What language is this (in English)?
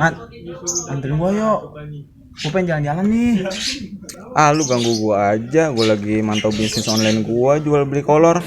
Betawi